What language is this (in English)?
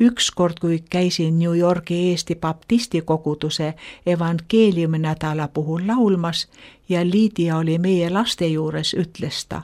Estonian